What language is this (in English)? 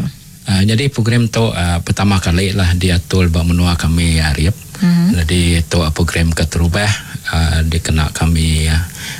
Iban